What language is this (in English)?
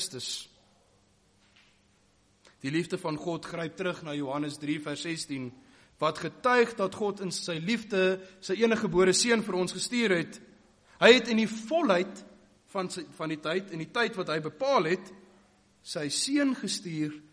Afrikaans